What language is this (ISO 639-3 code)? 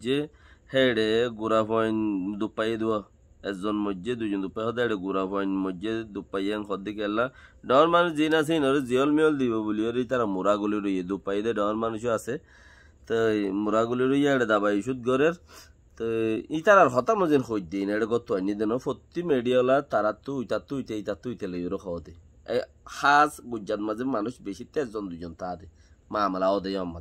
rhg